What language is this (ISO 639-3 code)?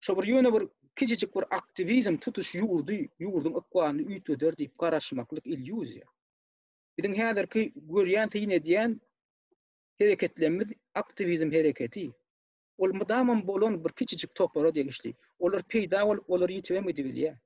tuk